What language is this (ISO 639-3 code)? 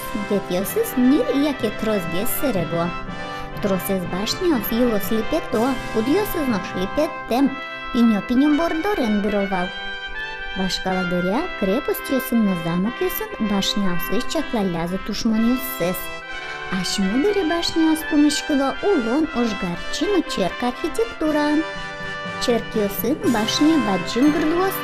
udm